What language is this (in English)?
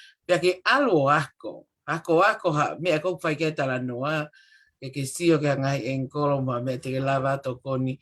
Tongan